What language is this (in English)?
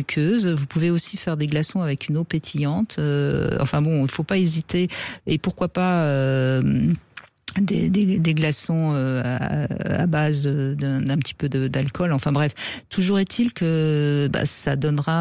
French